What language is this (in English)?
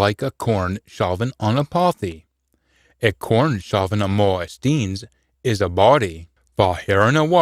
Scots